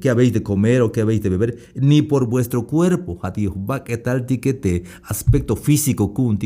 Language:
Tzeltal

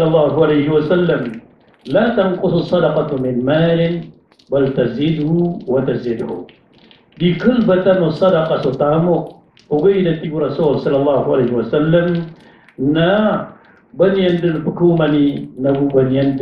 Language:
Maranao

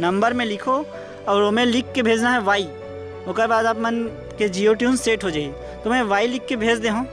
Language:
Chhattisgarhi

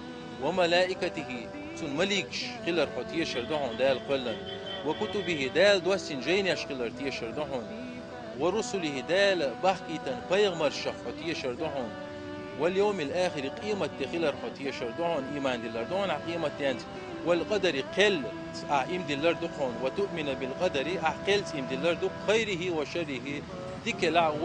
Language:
Chechen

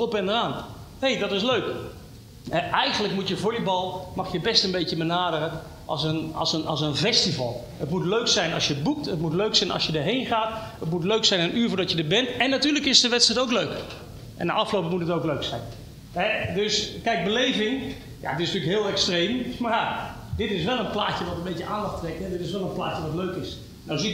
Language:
Dutch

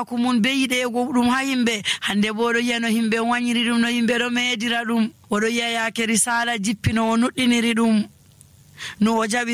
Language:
Nigerian Fulfulde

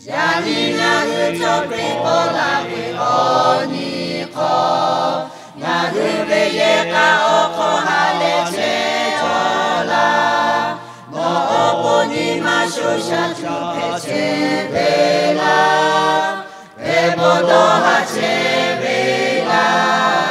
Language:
Lahu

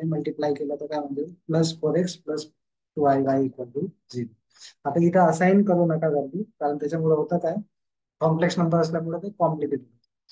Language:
Marathi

